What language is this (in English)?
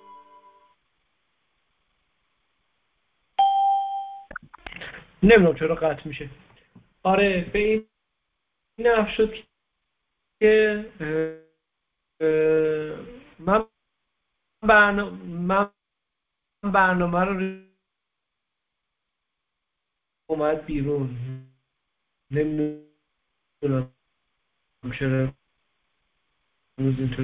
Persian